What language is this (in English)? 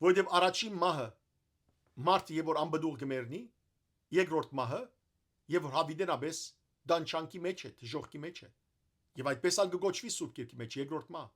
Western Armenian